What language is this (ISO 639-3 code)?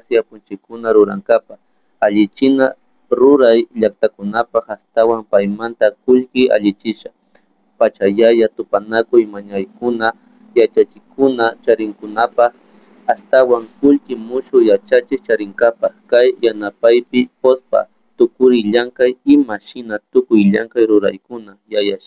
qug